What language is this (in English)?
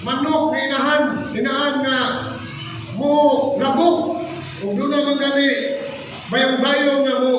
Cebuano